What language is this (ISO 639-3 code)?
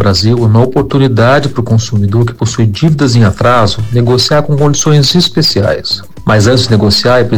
por